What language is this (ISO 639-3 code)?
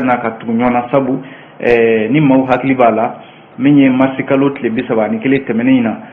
bam